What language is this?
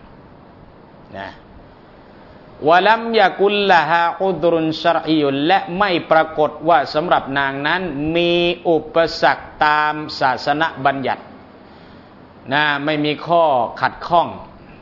Thai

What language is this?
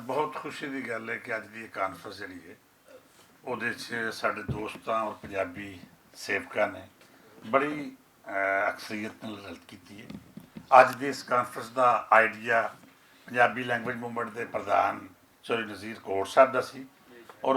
Western Panjabi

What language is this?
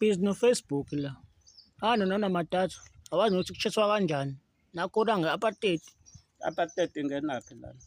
Zulu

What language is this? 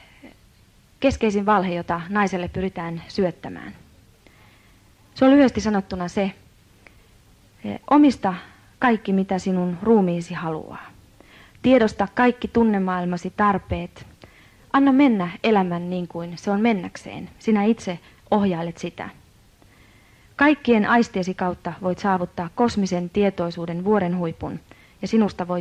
Finnish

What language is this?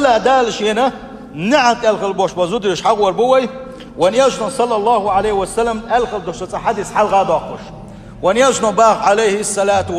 Chechen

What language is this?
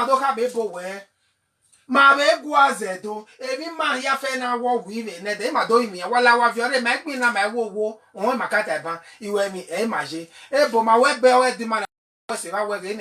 Bini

